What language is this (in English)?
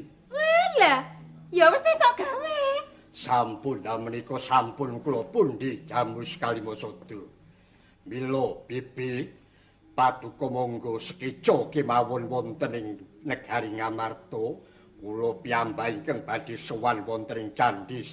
Javanese